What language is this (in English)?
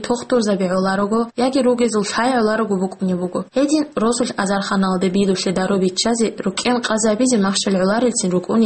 Avaric